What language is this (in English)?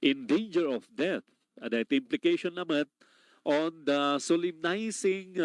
Iloko